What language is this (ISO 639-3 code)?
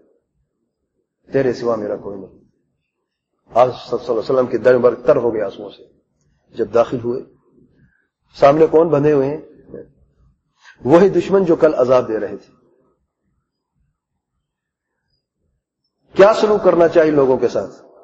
urd